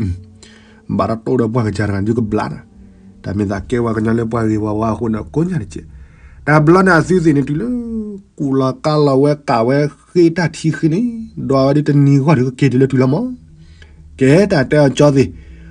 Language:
S'gaw Karen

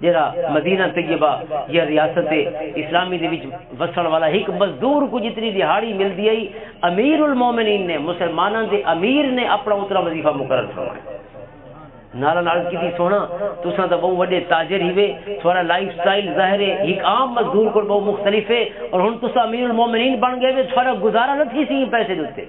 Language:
Western Panjabi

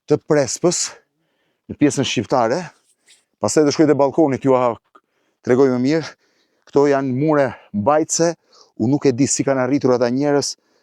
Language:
Albanian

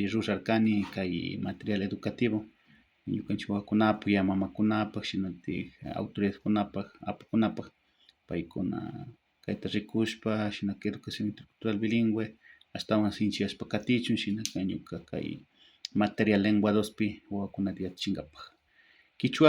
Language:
Chimborazo Highland Quichua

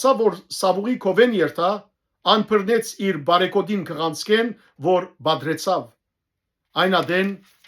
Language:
Western Armenian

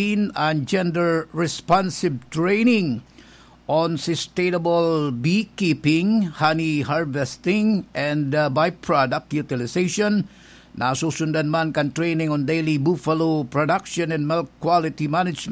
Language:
Bikol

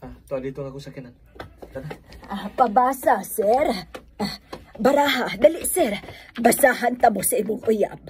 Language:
Cebuano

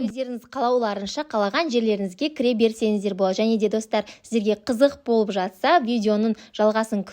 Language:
Kazakh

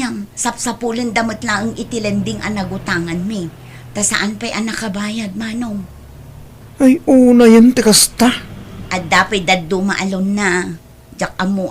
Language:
Iloko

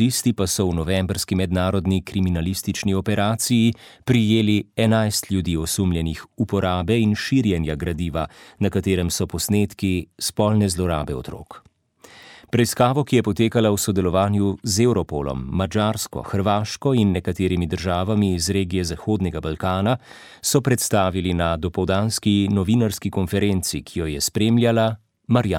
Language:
Slovenian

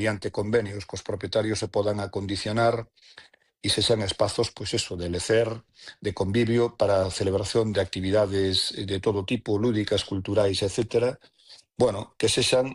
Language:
Galician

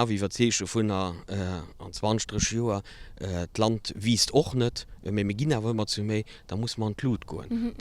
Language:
Luxembourgish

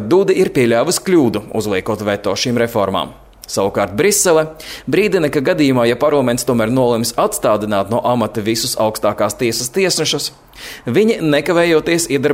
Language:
Latvian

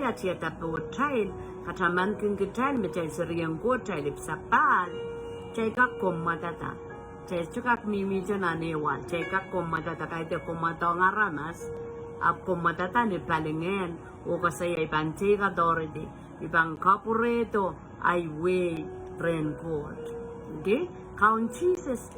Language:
Pohnpeian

